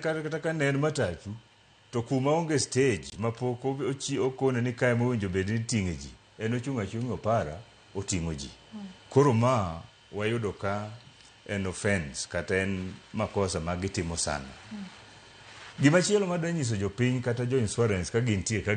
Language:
Luo (Kenya and Tanzania)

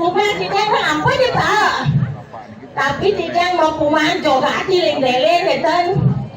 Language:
Balinese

